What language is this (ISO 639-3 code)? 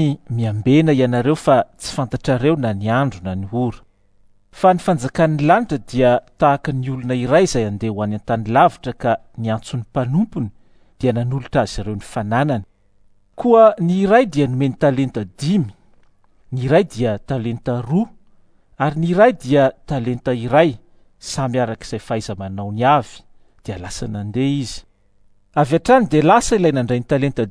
mlg